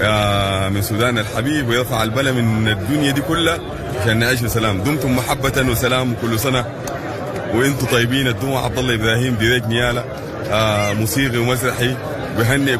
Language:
Sudanese Arabic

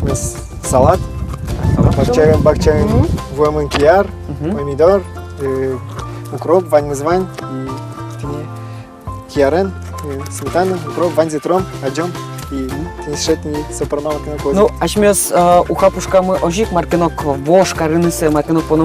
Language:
Udmurt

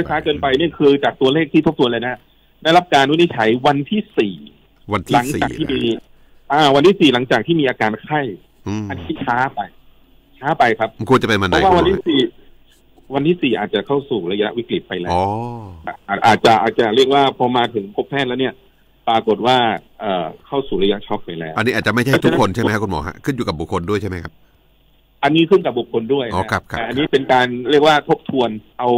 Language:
Thai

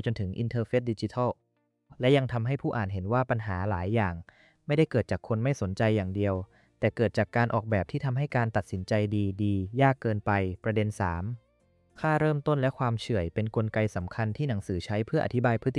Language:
Thai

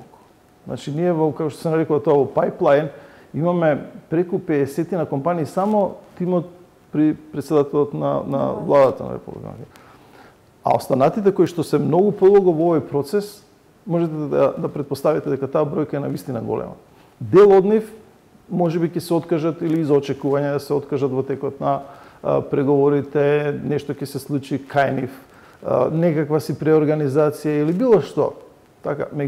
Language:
Macedonian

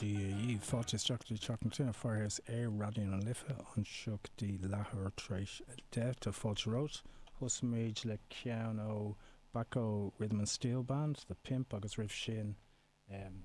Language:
Irish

